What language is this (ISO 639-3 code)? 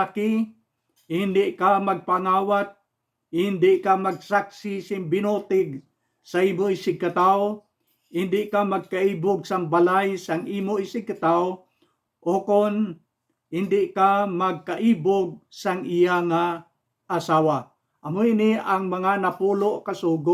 hil